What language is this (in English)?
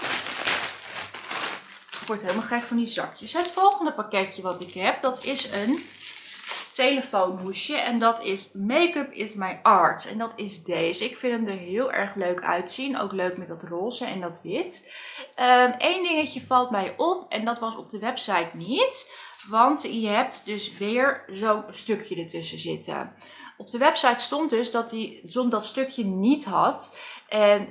Dutch